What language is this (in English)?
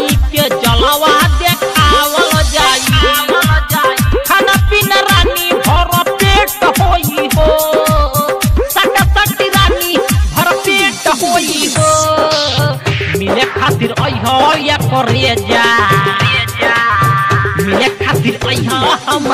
Bhojpuri